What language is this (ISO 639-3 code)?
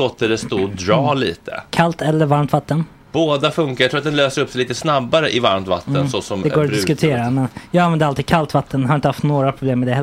swe